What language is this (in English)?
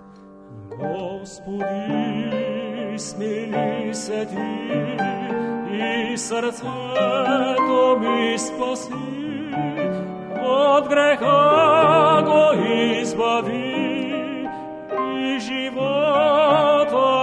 Bulgarian